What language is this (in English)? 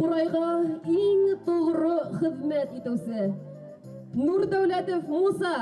Bashkir